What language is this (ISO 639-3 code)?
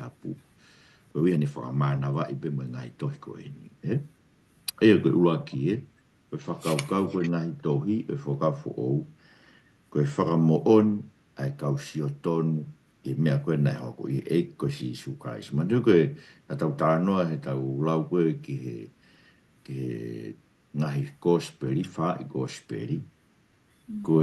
ton